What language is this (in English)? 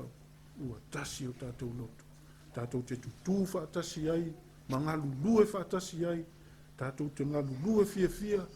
Samoan